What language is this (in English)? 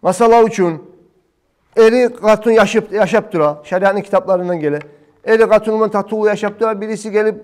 Kumyk